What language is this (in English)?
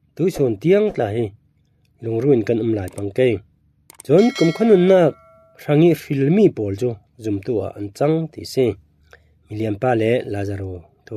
Falam Chin